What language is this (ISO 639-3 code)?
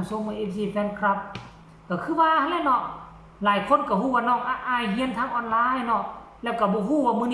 tts